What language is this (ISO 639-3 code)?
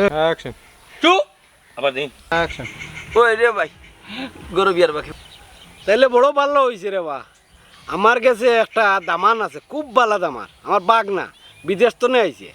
syl